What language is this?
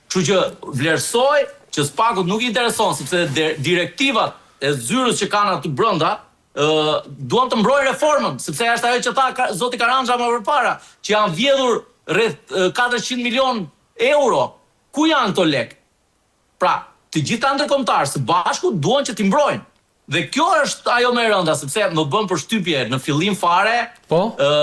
Albanian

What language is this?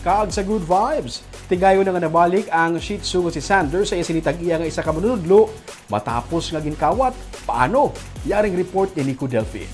Hiligaynon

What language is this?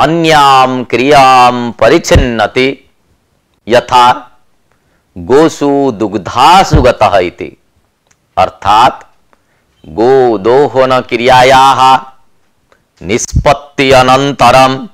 Sanskrit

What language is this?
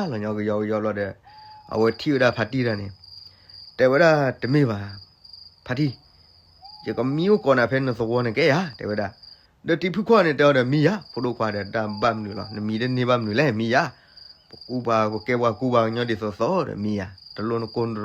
S'gaw Karen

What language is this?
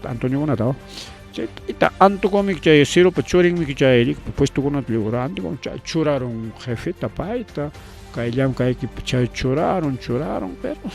Ayacucho Quechua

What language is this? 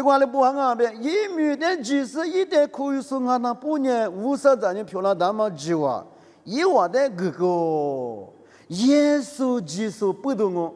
Lisu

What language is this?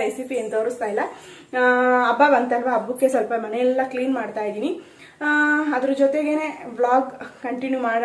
Kannada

